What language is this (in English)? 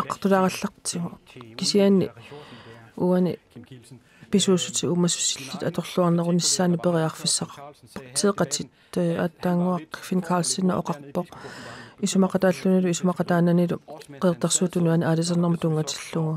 Kalaallisut